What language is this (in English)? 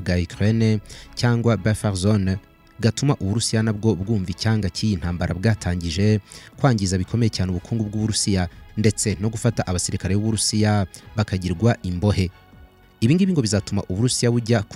Kinyarwanda